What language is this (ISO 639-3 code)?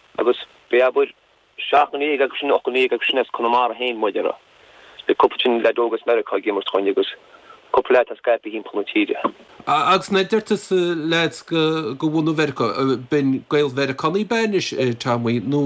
gle